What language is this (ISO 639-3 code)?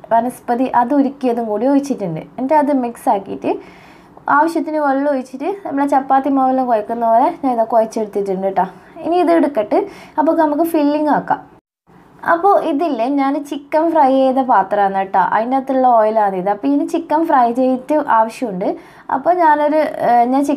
mal